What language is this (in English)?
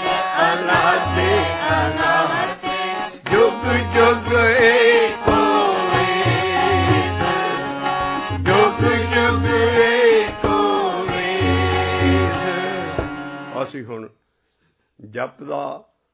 Punjabi